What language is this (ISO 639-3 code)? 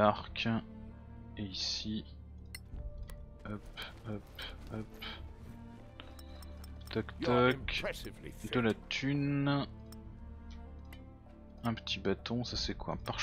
fra